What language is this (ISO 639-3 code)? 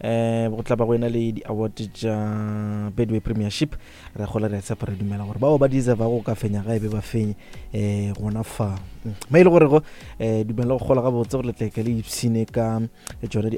nso